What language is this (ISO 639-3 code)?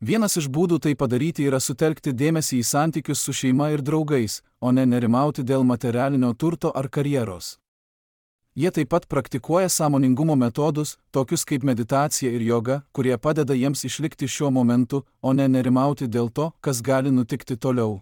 lit